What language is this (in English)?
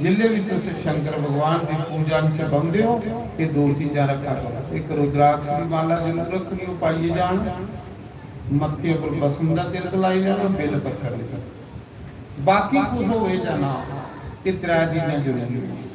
Dogri